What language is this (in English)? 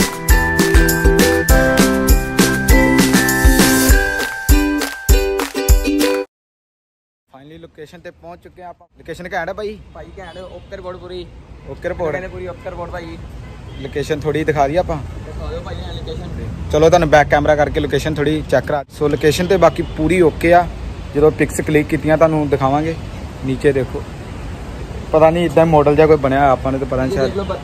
Punjabi